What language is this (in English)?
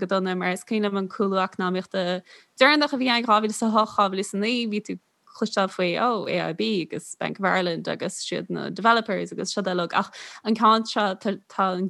Irish